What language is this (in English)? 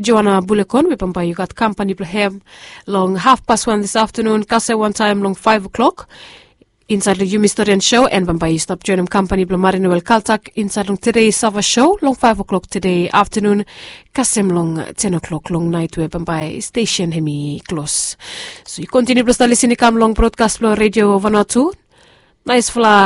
Bislama